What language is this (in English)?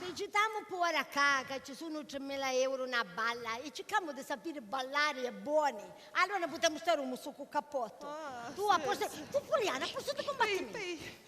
Sicilian